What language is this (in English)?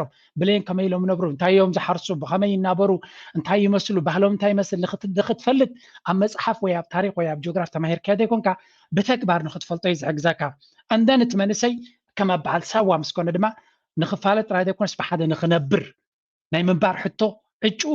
Tigrinya